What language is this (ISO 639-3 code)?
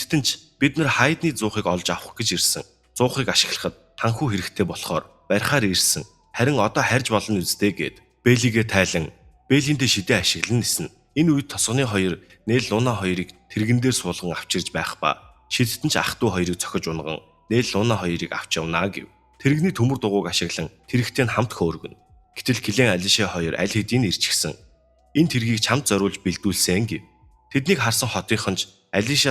mon